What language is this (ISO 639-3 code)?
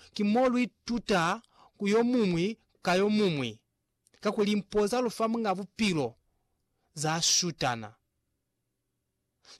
loz